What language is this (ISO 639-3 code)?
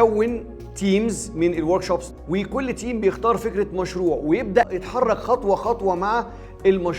arz